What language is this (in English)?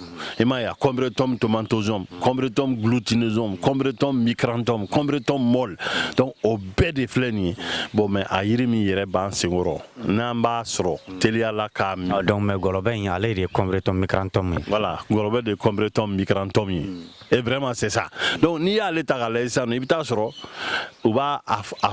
Bambara